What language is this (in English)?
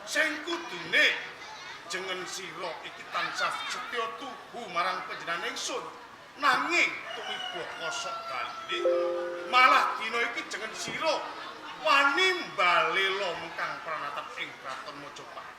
Javanese